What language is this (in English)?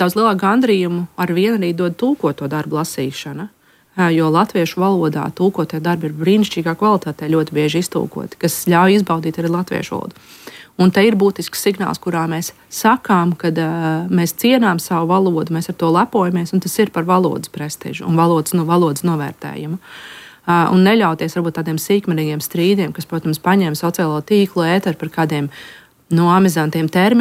Latvian